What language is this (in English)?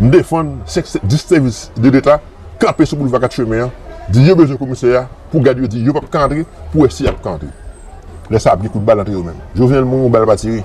Haitian Creole